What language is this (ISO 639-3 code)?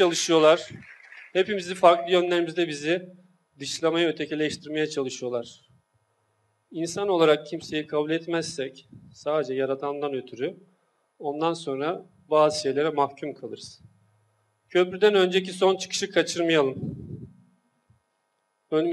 tur